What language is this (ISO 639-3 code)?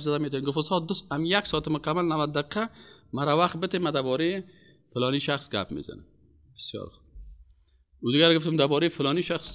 fas